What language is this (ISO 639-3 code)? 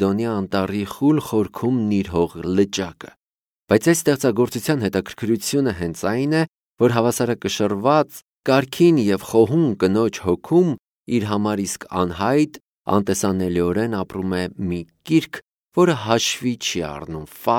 hye